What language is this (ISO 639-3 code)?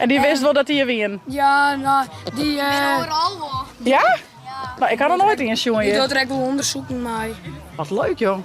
fry